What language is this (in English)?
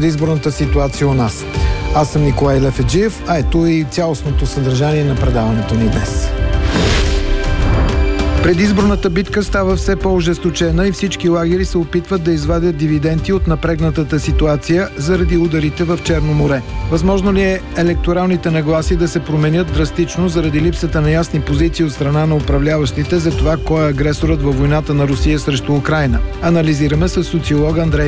Bulgarian